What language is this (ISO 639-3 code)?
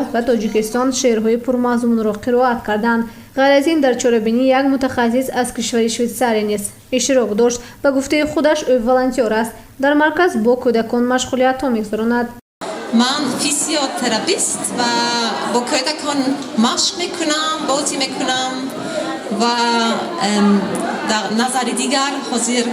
tgk